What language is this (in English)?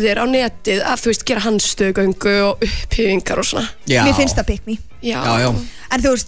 Icelandic